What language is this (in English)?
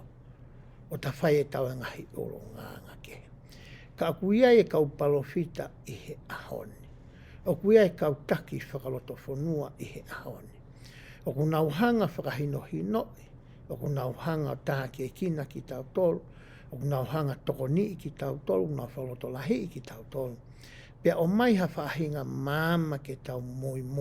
Tongan